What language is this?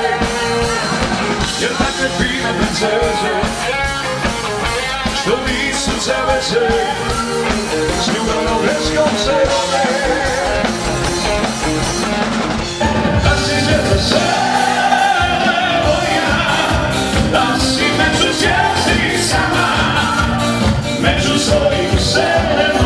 Croatian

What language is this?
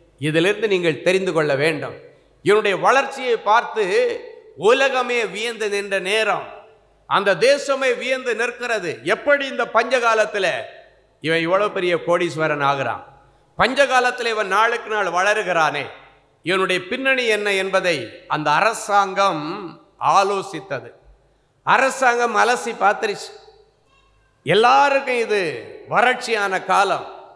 Tamil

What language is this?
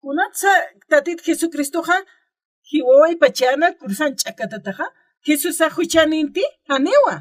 Aymara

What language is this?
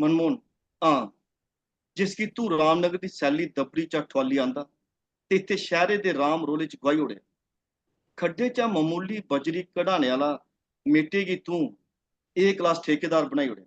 Dogri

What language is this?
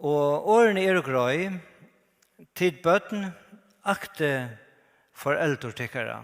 Faroese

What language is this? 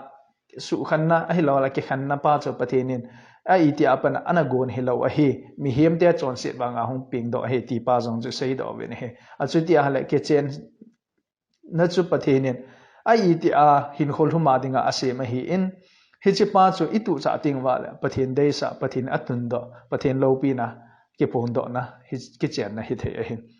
Thado Chin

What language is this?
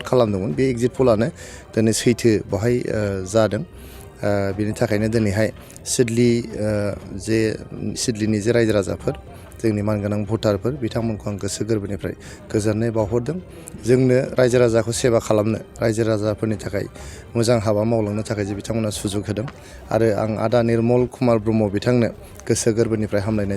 Bodo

